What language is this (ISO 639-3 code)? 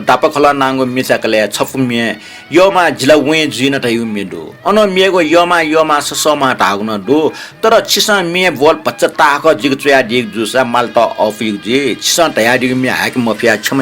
new